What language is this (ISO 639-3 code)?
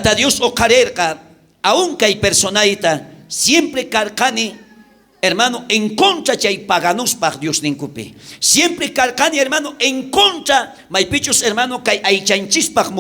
quh